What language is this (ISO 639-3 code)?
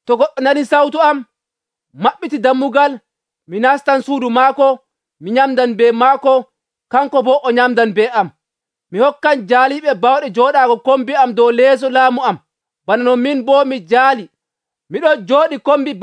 fuv